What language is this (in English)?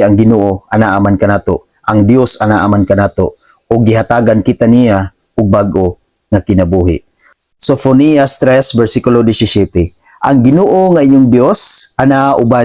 Cebuano